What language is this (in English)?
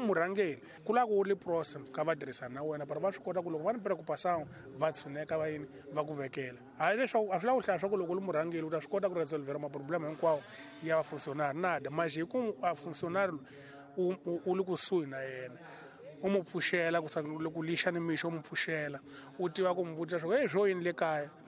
Tsonga